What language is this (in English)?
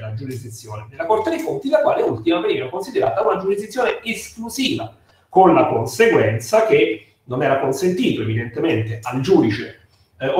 Italian